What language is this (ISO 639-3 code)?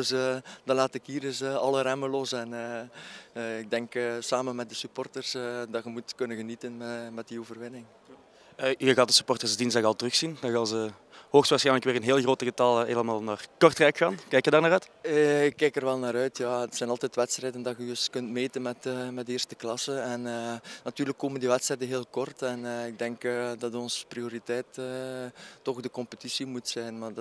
nld